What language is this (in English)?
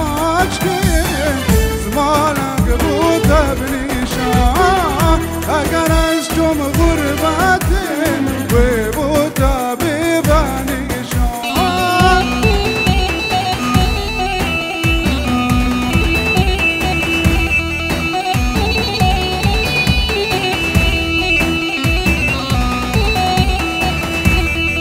Kurdish